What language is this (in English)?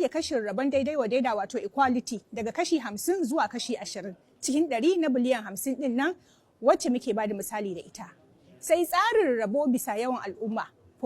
Hausa